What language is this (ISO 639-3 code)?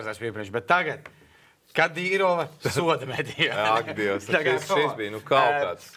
lav